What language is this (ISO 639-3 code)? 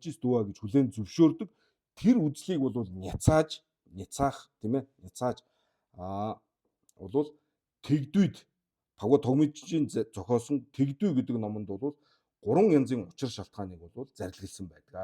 mon